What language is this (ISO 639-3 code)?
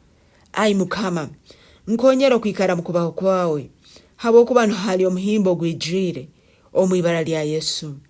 nyn